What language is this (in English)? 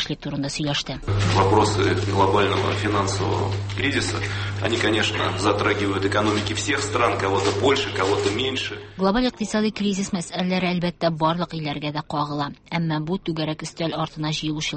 Tatar